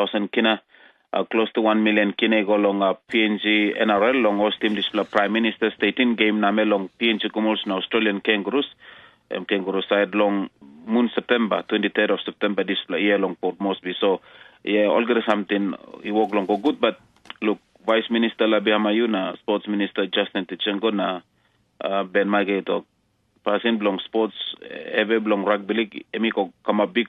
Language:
Tok Pisin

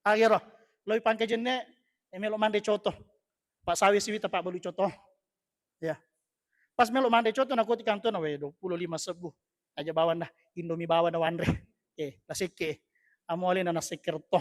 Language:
Buginese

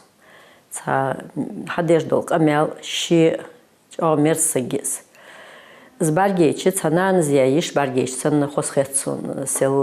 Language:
Ingush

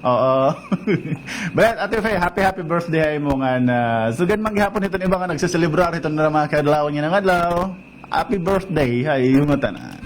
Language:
Waray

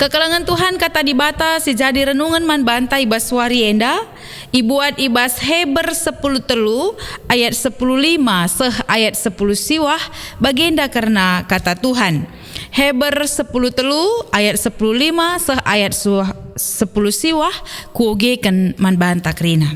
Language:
Batak Karo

